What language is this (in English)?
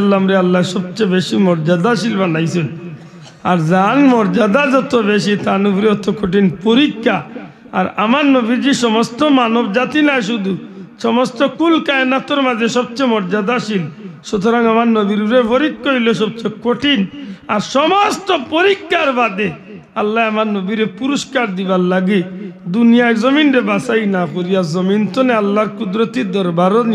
Sylheti